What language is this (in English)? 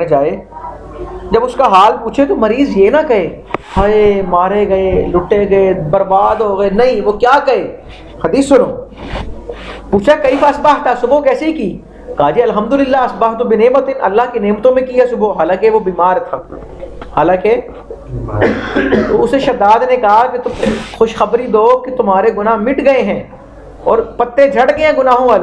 Urdu